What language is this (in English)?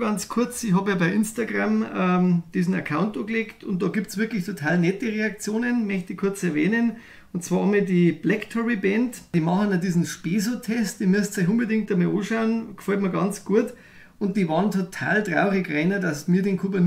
Bavarian